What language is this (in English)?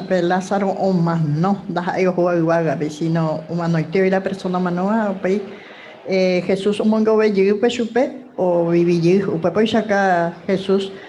Guarani